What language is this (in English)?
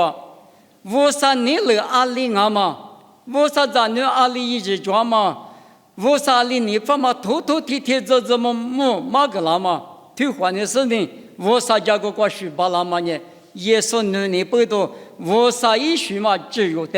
Lisu